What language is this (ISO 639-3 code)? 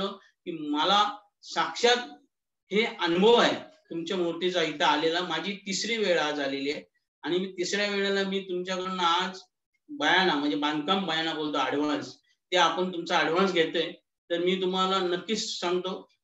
mar